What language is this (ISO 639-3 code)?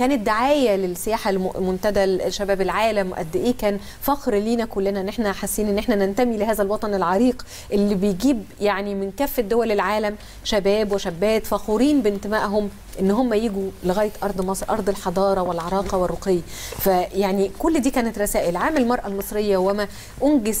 arz